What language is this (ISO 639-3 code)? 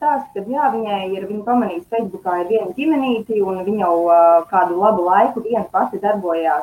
lav